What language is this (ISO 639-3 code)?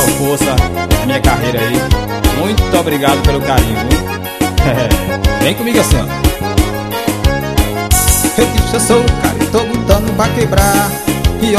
por